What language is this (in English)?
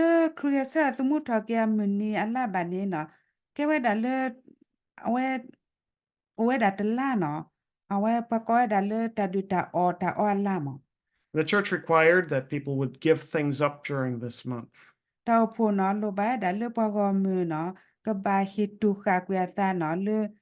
S'gaw Karen